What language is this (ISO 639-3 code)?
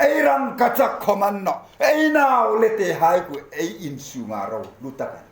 hmr